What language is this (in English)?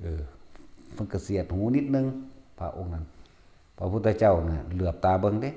Northeastern Thai